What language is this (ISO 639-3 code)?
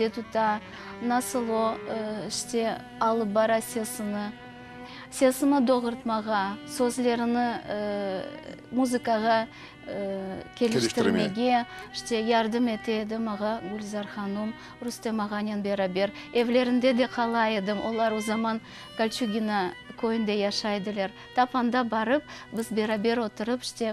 crh